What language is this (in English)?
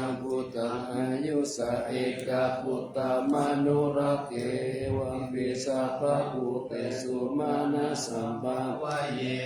Pali